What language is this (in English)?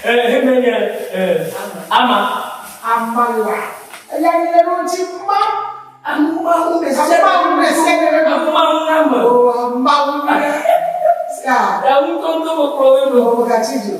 Ewe